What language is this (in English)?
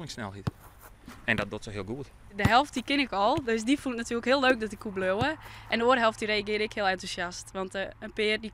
Western Frisian